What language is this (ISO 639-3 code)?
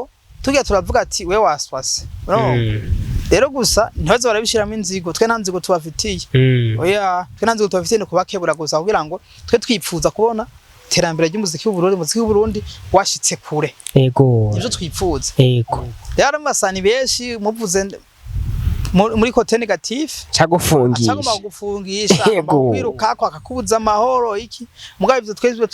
run